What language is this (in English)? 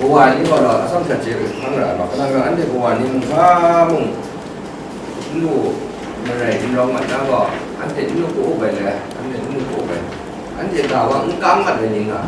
Kachin